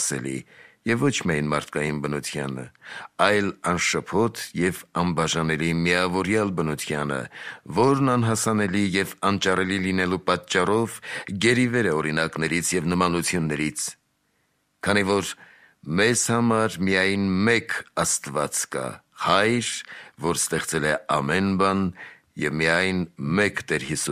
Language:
Armenian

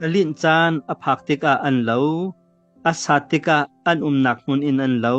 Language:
Hakha Chin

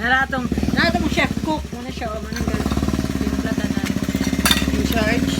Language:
Cebuano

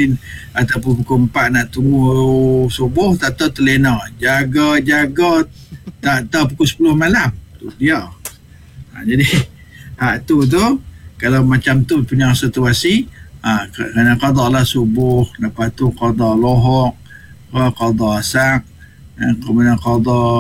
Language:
Malay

